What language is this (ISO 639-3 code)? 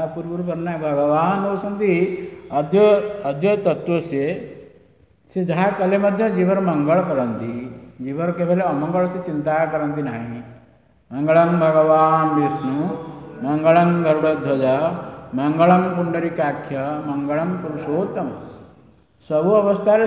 ori